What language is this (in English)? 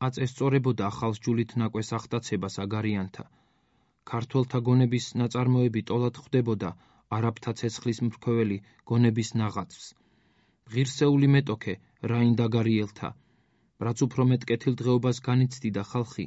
Georgian